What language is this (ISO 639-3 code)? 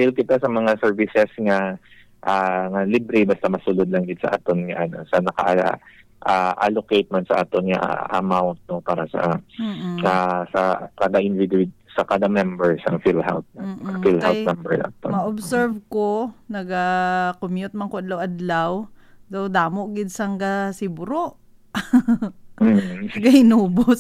hil